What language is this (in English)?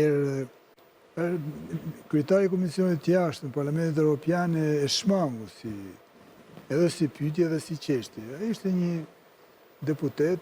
Albanian